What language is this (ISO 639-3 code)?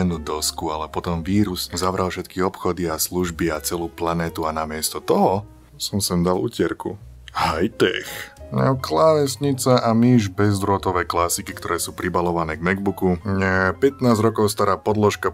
slk